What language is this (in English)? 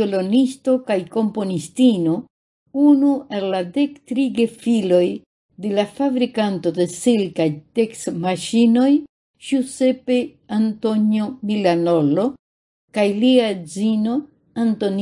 Esperanto